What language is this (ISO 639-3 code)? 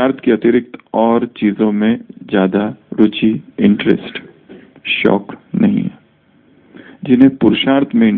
hin